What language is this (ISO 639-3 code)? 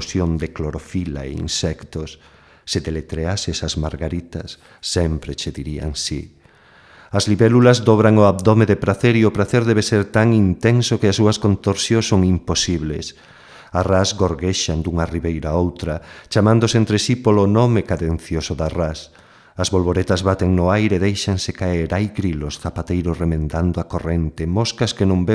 glg